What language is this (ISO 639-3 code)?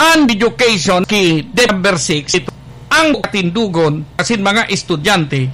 bik